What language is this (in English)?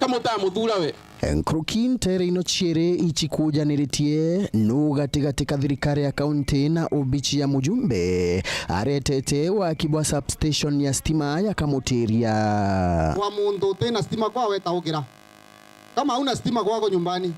Meru